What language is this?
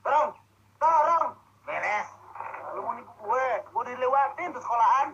Betawi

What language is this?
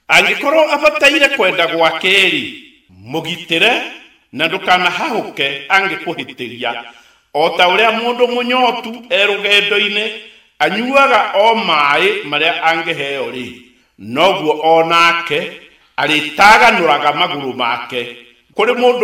Kikuyu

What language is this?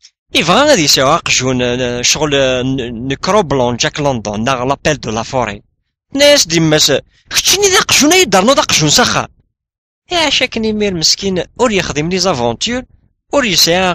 Kabyle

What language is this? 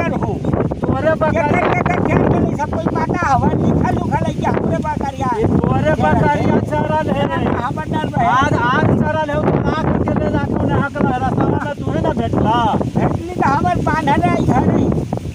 Magahi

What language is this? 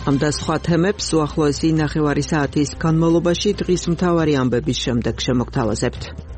Georgian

